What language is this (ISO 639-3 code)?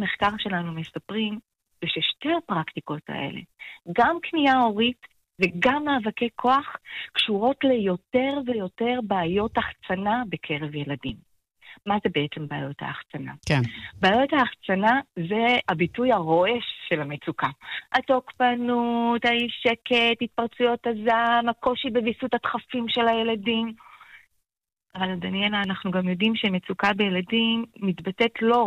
heb